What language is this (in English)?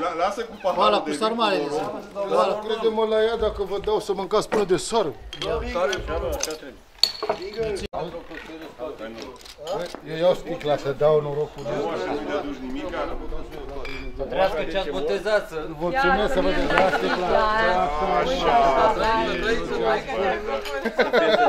Romanian